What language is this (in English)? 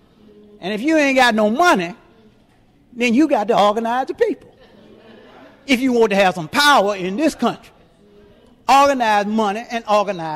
English